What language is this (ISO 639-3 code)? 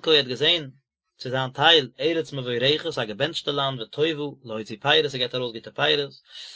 yid